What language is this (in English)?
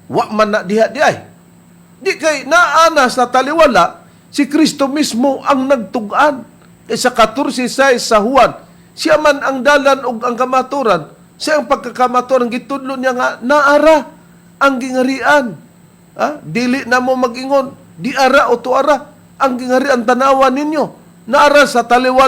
Cebuano